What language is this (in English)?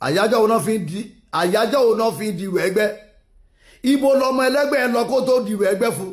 Yoruba